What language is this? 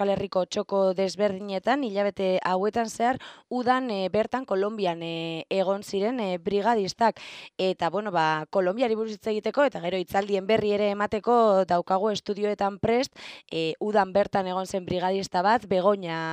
Basque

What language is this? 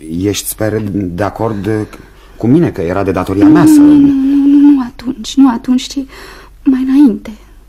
Romanian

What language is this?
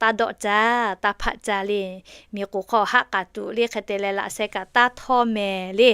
Lahu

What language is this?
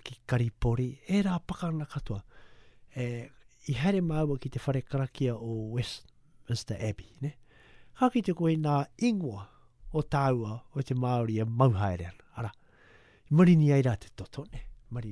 Māori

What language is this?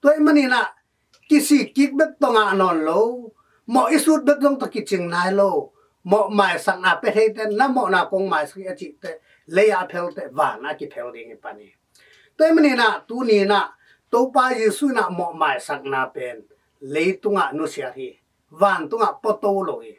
Tedim Chin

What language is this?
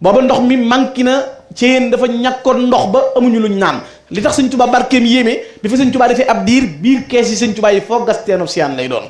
Wolof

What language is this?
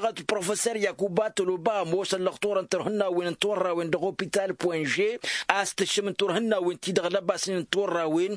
Tamasheq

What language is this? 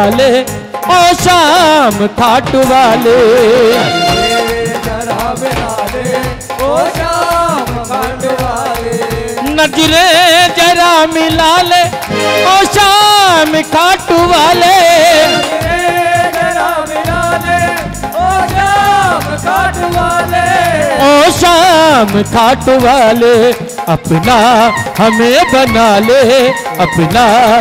Hindi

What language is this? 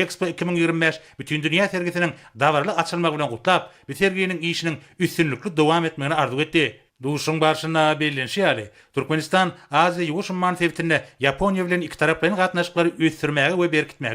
Turkmen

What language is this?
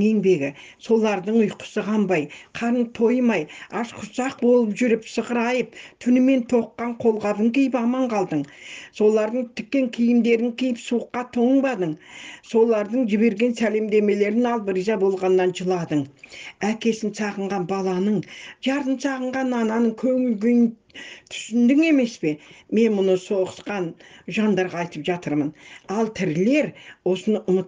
Kazakh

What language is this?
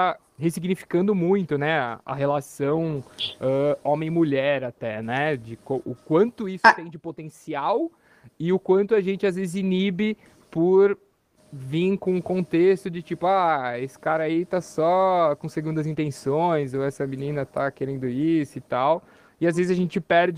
Portuguese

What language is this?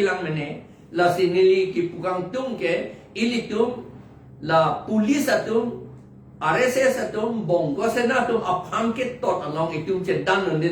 Karbi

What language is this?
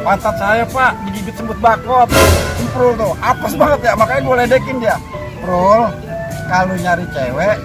Betawi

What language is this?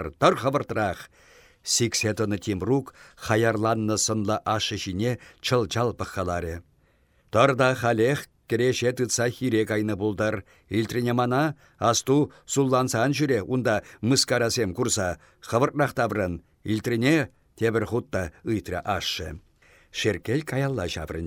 Chuvash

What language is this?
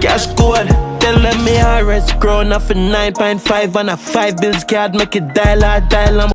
Jamaican Creole English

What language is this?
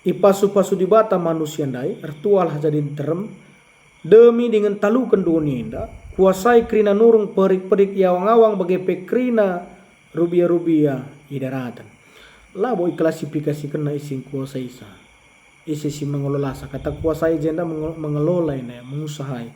Batak Karo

